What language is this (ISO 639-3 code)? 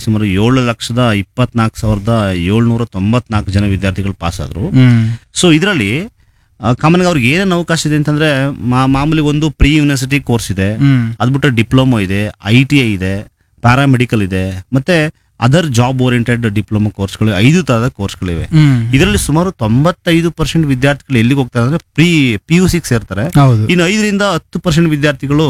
kan